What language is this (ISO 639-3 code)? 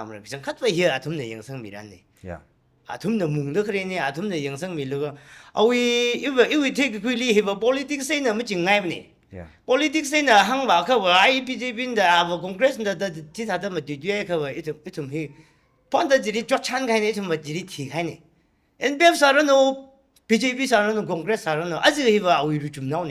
nmf